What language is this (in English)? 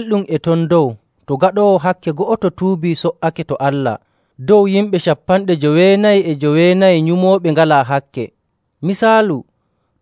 Nigerian Fulfulde